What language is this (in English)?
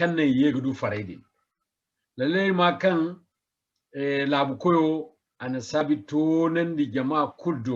Zarma